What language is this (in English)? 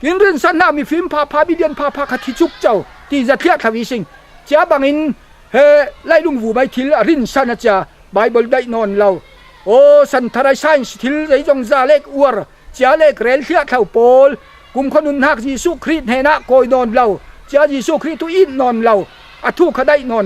Falam Chin